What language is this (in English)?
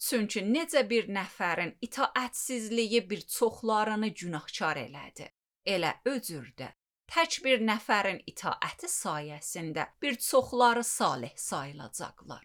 Azerbaijani